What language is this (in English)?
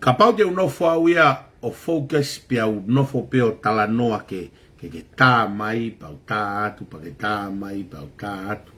Tongan